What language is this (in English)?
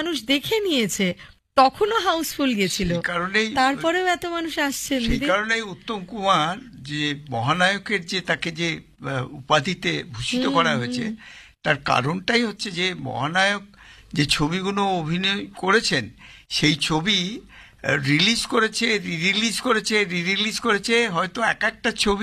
Bangla